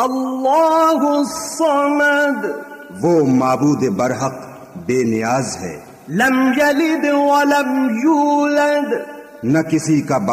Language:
Urdu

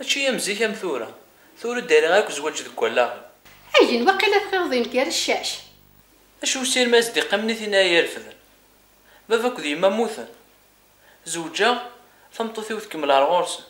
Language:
Kabyle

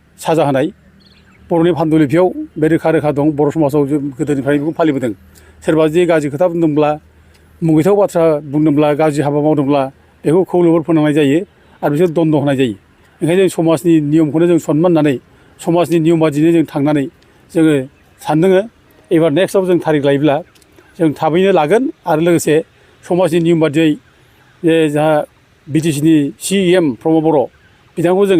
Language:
Bodo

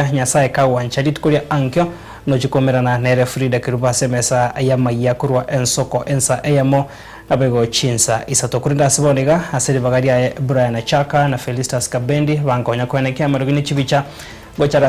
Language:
Gusii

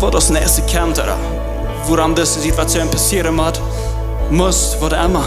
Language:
Plautdietsch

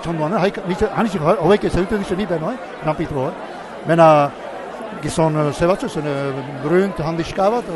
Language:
Basque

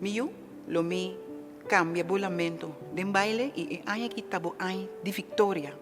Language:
Papiamento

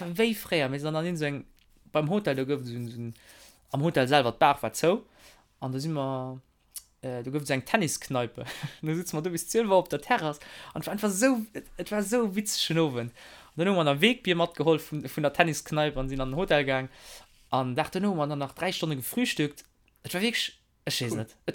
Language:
Luxembourgish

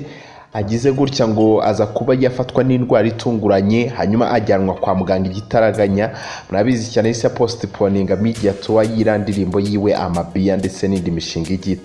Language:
Kinyarwanda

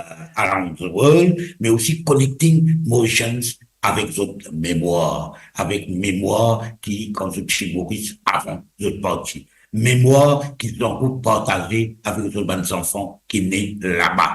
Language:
Morisyen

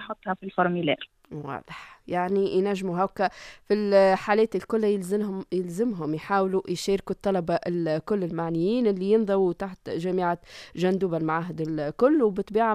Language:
Tunisian Arabic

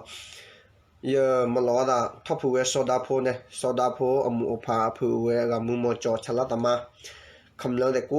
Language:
S'gaw Karen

